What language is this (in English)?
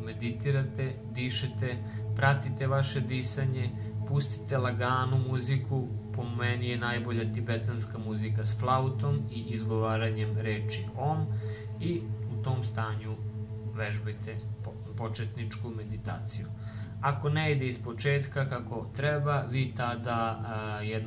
Serbian